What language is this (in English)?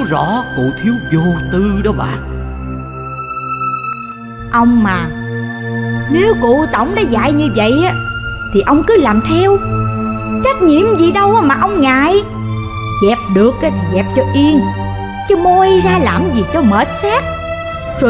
Vietnamese